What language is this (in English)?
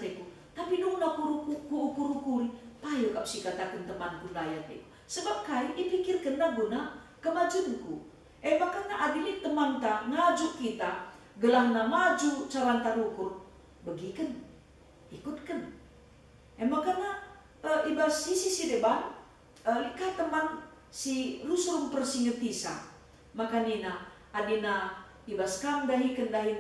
Batak Karo